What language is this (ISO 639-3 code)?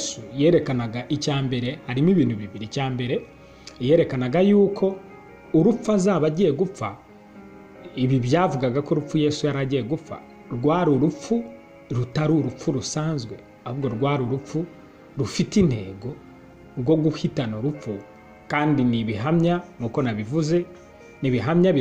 kin